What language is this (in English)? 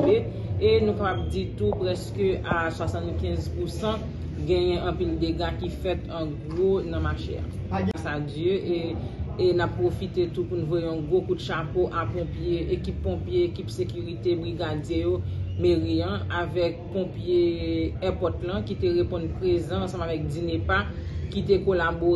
Haitian Creole